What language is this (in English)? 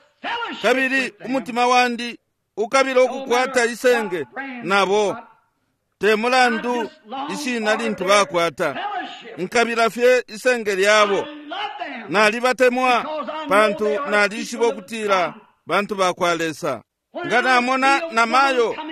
Bemba